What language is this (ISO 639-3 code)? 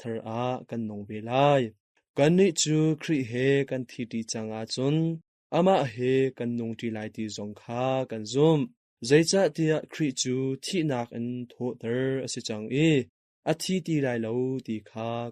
cnh